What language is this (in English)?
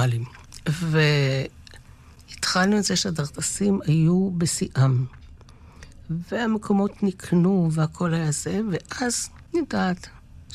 Hebrew